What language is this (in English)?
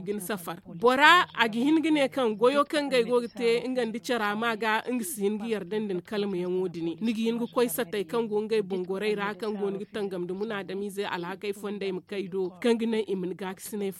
Zarma